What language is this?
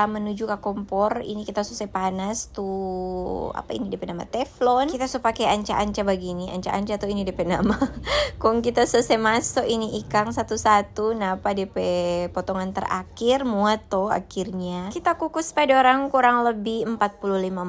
Manado Malay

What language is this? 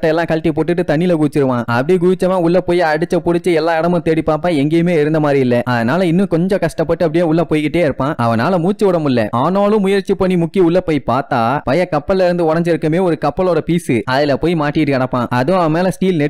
Tamil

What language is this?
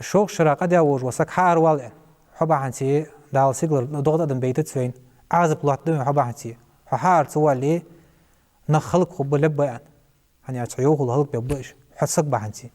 Ingush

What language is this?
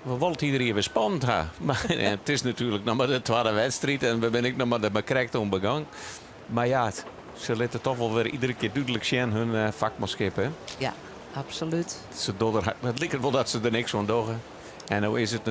Western Frisian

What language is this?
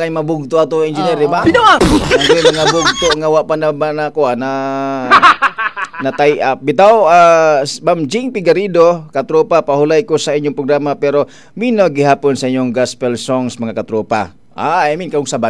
Cebuano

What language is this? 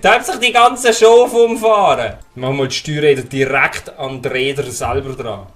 Swiss German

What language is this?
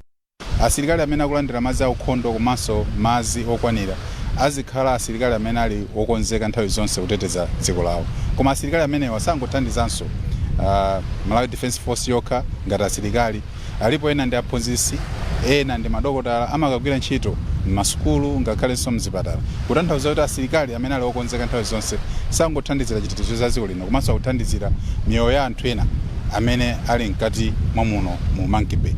Nyanja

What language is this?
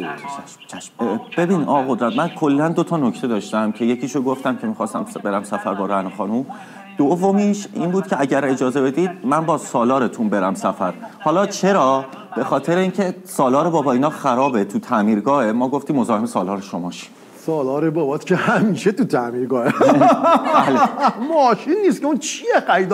Persian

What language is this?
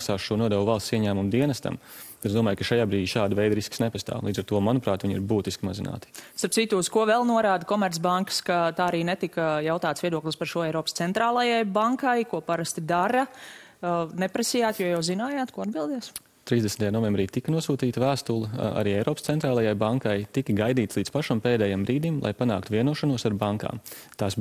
Latvian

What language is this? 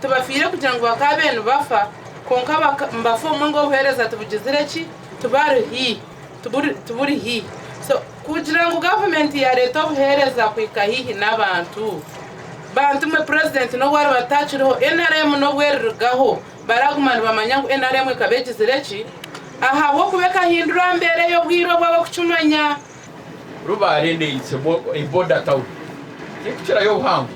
Nyankole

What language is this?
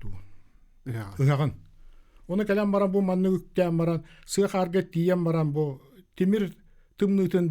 Yakut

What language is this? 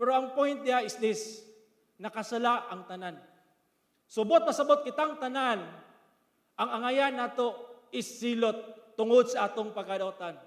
Cebuano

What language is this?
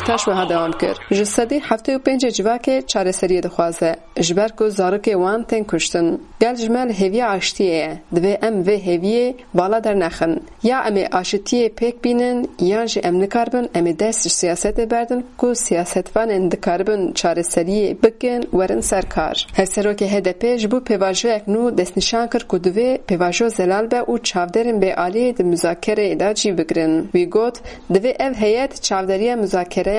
Kurdish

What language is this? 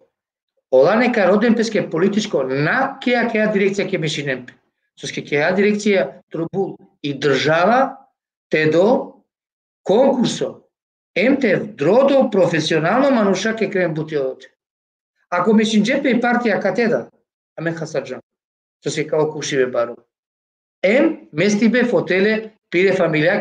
Balkan Romani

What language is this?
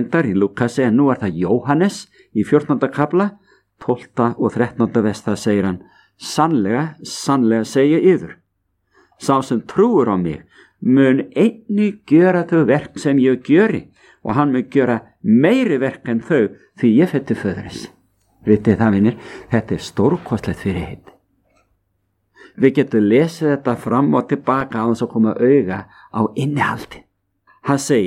Icelandic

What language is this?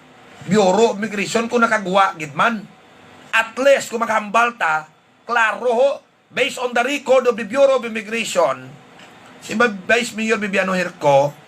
Hiligaynon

